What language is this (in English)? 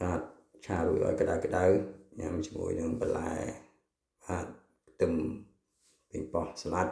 Khmer